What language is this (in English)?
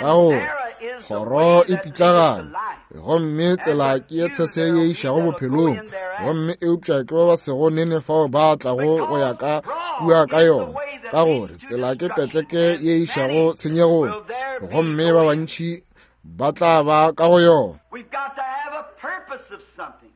Northern Sotho